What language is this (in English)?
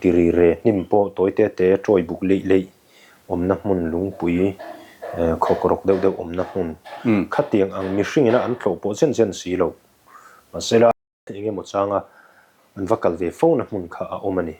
Mizo